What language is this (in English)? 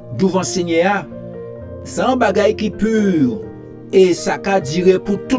Guadeloupean Creole French